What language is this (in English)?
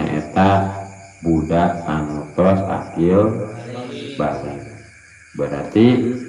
Sundanese